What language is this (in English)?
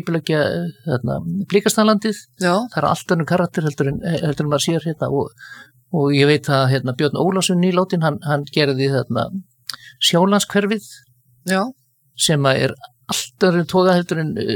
Icelandic